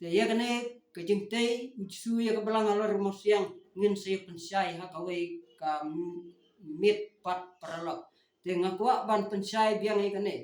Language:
Khasi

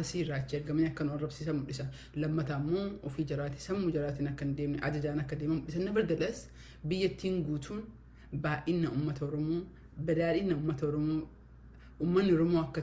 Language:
Oromo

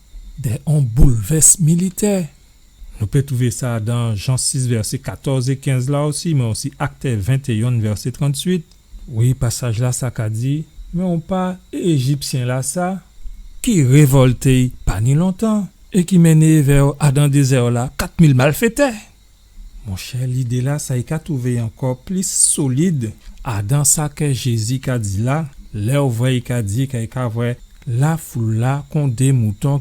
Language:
Guadeloupean Creole French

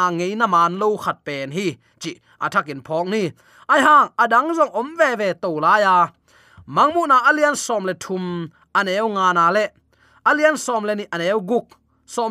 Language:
Tedim Chin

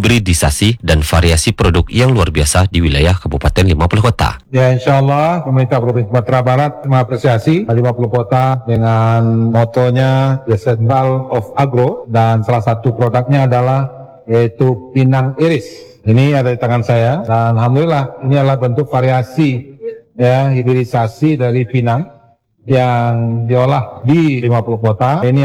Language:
Indonesian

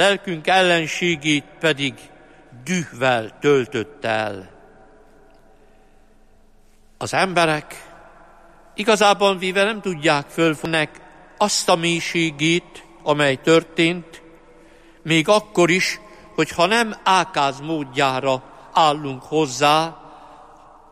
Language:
Hungarian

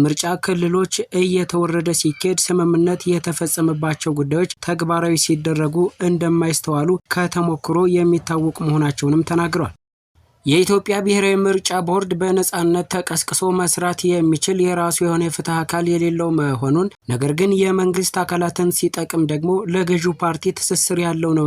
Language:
Amharic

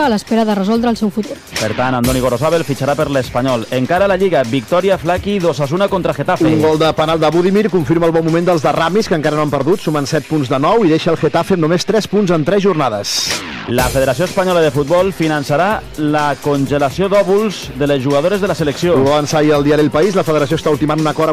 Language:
Catalan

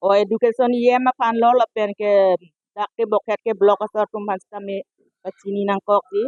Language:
Karbi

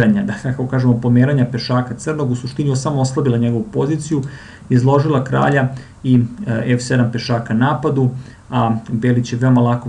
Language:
Serbian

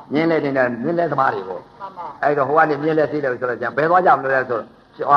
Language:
Burmese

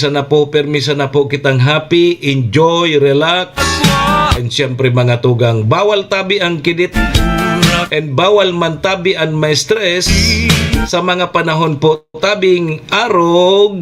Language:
Bikol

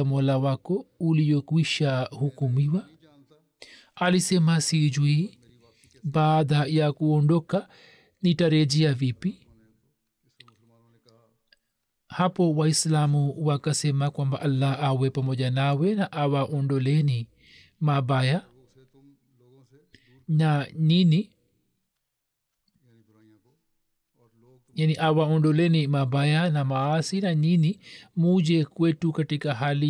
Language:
Swahili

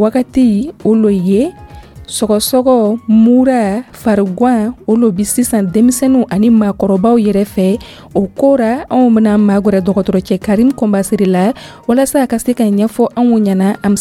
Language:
Dyula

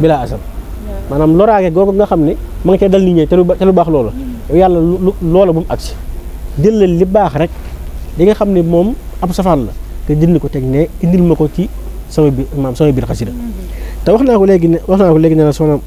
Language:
Wolof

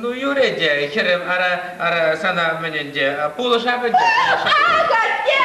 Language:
Chuvash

